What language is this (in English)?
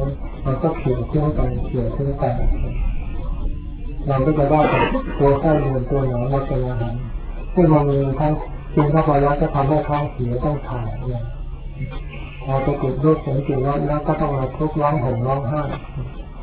Thai